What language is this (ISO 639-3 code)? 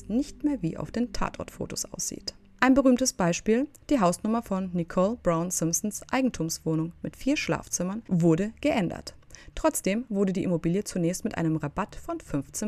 deu